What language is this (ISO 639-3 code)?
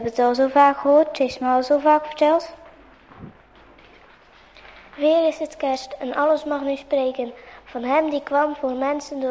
nld